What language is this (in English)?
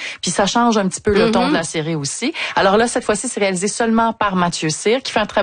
French